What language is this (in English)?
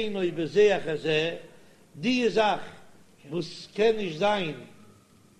Yiddish